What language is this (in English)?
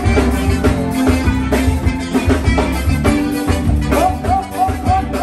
Portuguese